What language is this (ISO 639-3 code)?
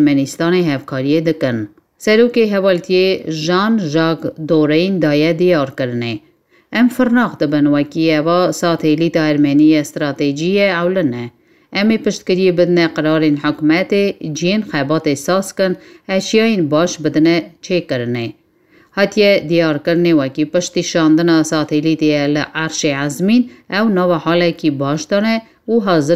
kur